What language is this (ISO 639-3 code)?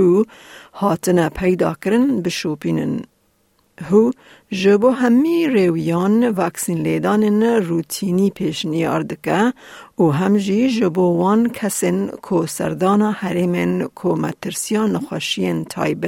kur